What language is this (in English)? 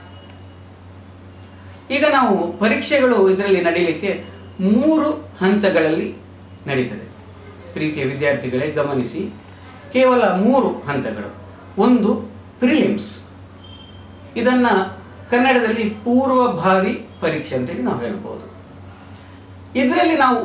Kannada